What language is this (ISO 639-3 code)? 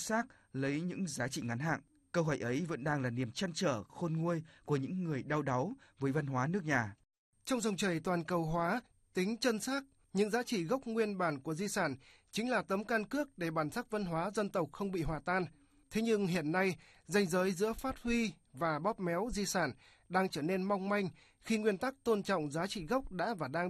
vie